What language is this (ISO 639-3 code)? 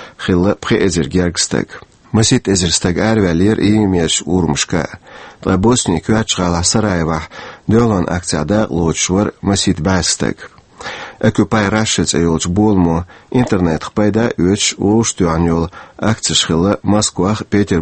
che